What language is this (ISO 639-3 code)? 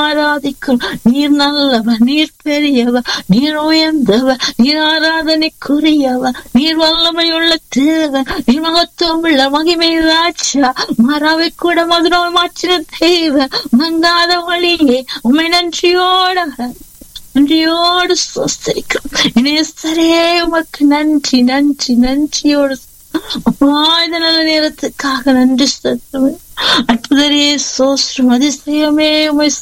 tam